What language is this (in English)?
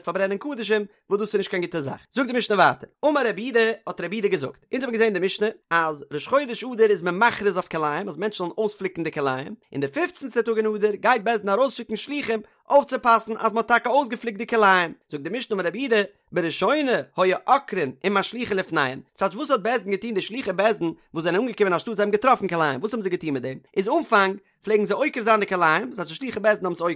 Yiddish